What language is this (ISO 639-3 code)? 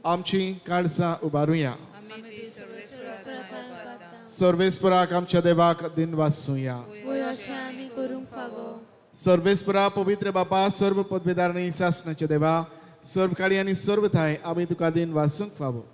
kok